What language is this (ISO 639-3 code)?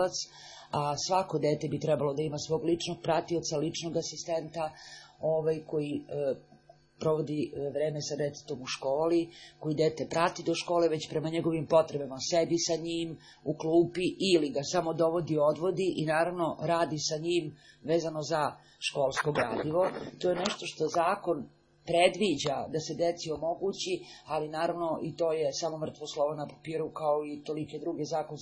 srp